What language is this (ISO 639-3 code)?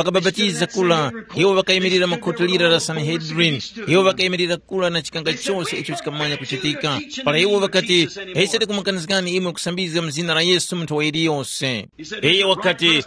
tum